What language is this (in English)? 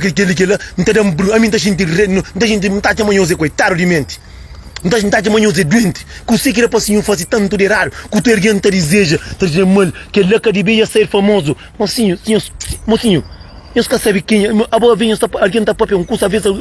Kabuverdianu